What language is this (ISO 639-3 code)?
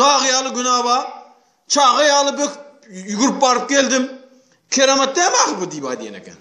tuk